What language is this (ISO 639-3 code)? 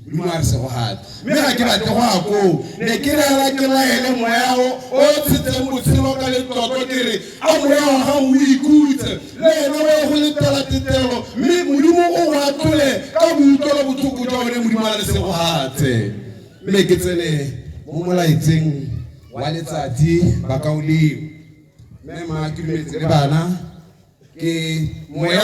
tsn